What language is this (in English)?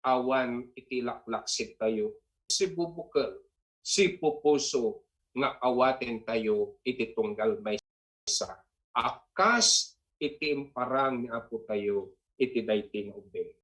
Iloko